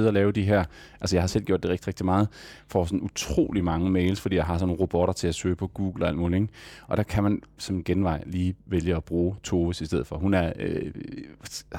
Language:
Danish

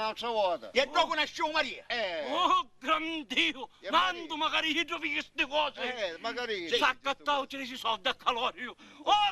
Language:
Sicilian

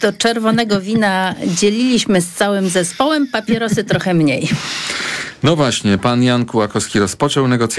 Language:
Polish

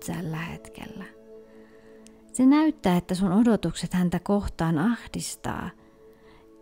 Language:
Finnish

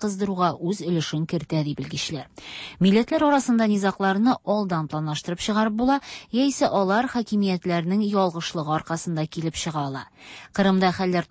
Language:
Tatar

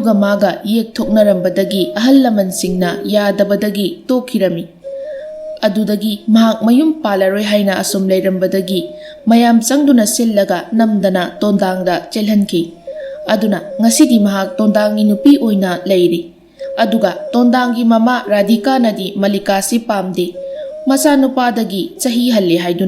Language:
Manipuri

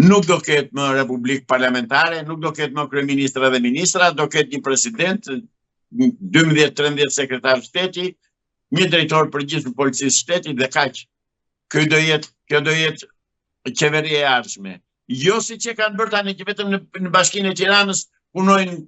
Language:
Albanian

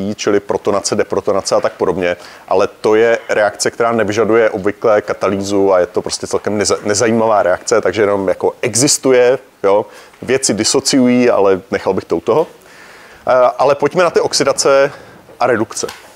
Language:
Czech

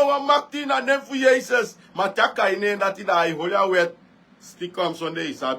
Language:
Sranan Tongo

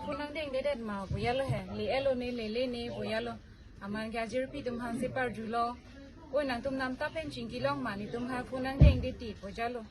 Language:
Karbi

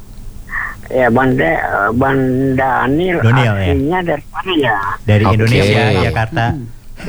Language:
Indonesian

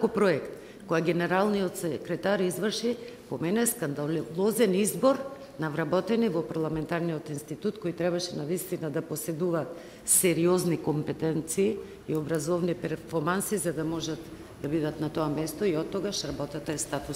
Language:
Macedonian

